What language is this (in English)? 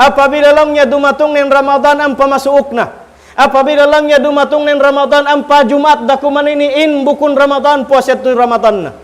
Tausug